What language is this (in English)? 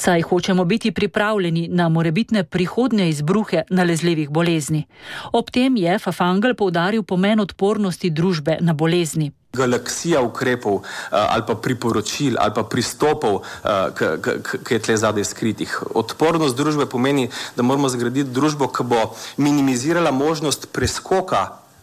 Slovenian